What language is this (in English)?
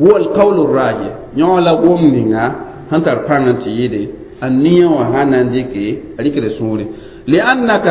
Mossi